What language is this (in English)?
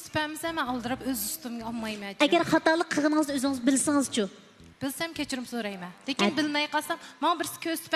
Uyghur